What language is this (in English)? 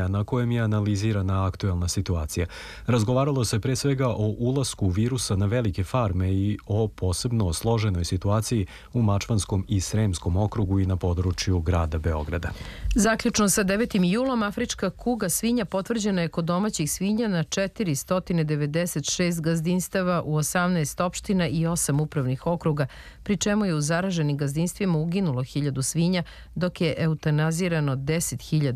Serbian